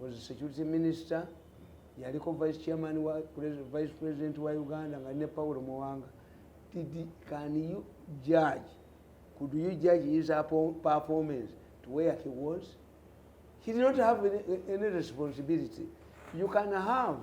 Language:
Ganda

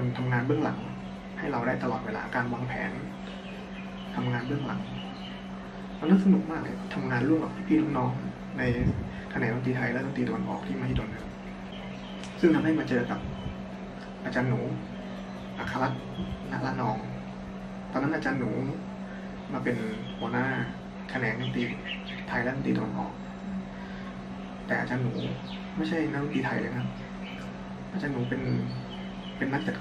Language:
Thai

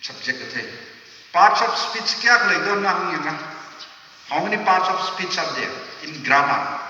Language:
Tangkhul Naga (India)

